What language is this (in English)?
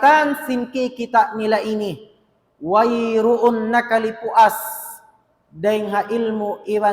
Tausug